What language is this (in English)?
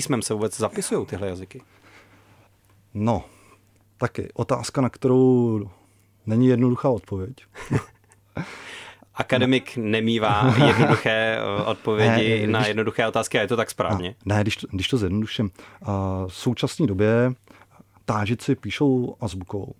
Czech